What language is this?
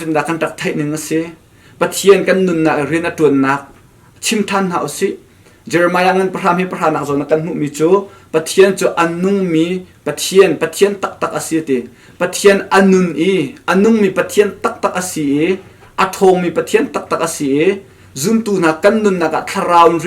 Hakha Chin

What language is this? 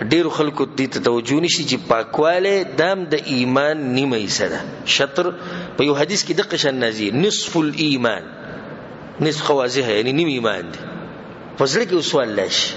Pashto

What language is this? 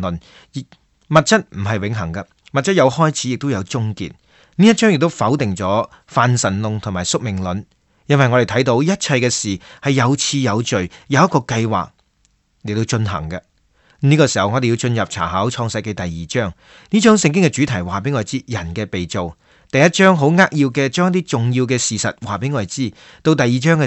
Cantonese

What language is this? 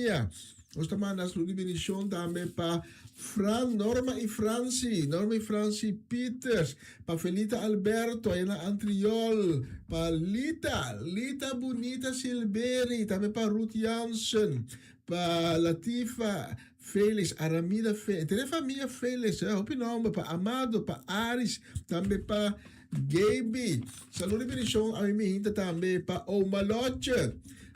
Papiamento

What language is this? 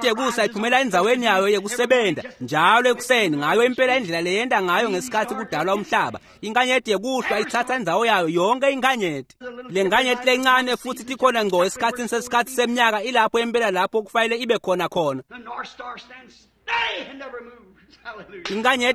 Swati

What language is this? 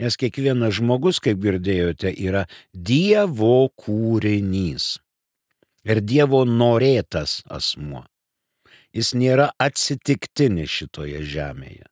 Lithuanian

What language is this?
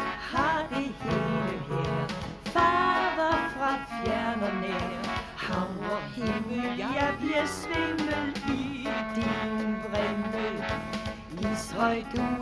Danish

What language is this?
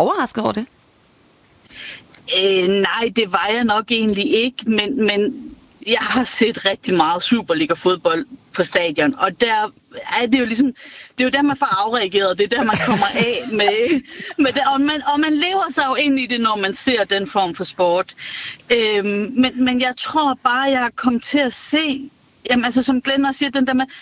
Danish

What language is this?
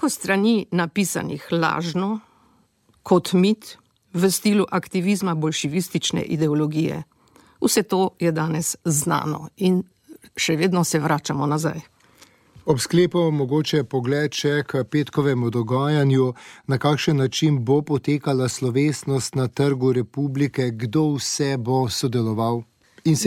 Slovenian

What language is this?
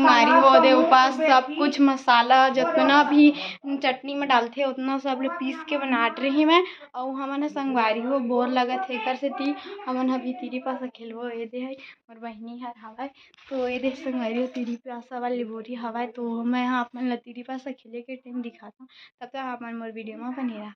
Chhattisgarhi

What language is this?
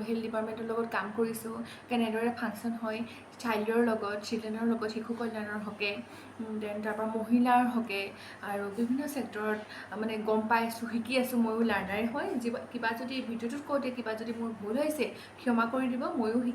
Assamese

